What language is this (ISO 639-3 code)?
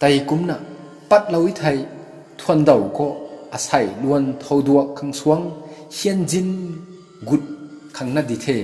nbu